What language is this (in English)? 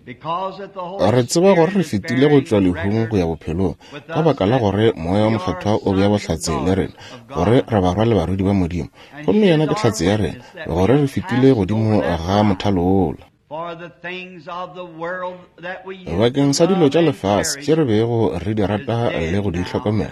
Northern Sotho